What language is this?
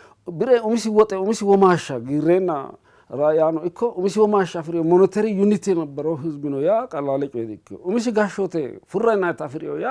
Sidamo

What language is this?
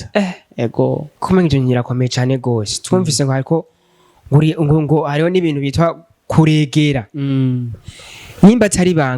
Rundi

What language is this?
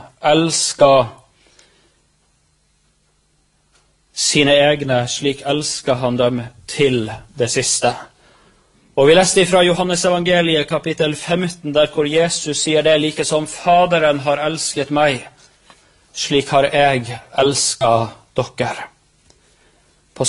Norwegian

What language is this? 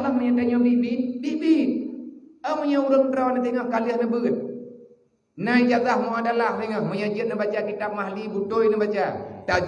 Achinese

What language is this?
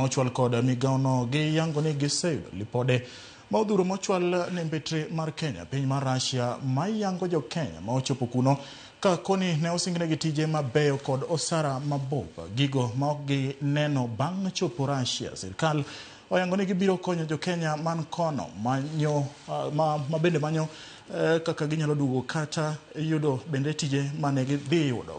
Luo (Kenya and Tanzania)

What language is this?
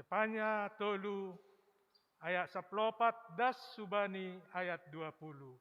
Batak Simalungun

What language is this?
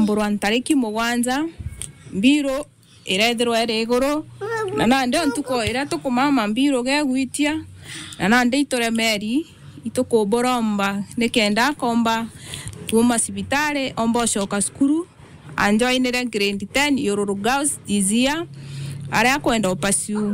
Meru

